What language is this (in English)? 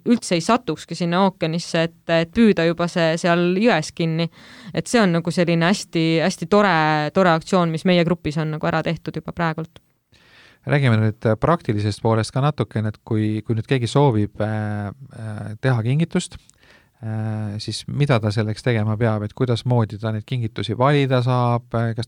Estonian